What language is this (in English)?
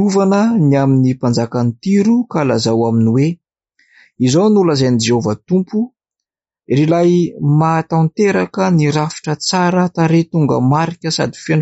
Malagasy